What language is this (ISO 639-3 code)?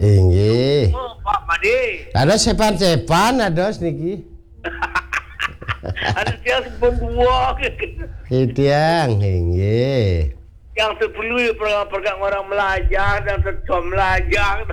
ban